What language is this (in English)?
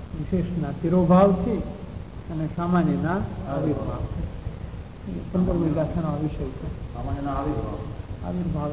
Gujarati